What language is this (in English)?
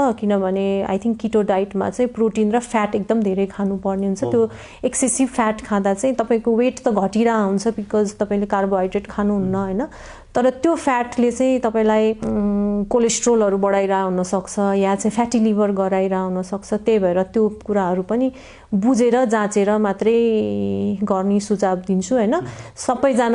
Nepali